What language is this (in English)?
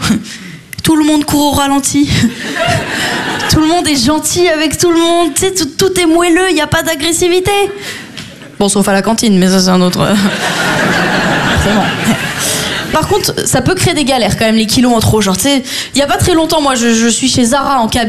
French